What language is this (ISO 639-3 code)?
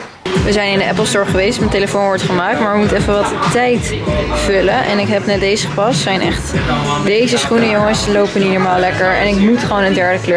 nld